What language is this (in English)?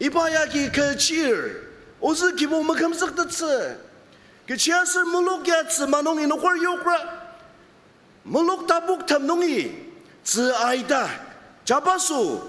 Ao Naga